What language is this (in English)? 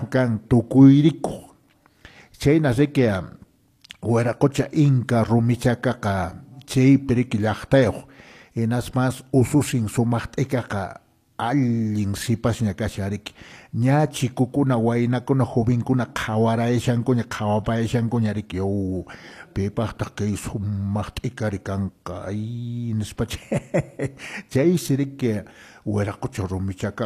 Quechua